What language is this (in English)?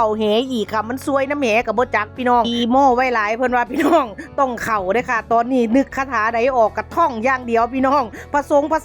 Northeastern Thai